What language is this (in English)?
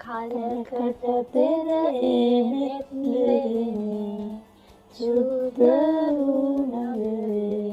Sinhala